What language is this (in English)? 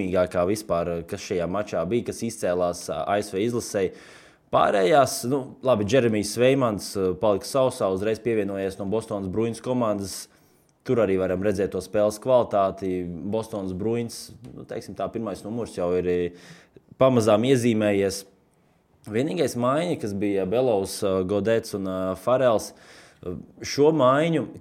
Latvian